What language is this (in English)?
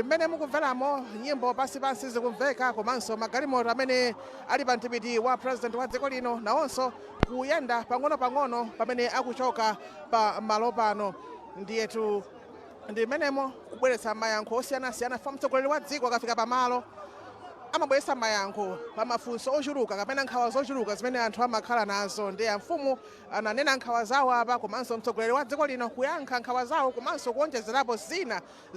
Nyanja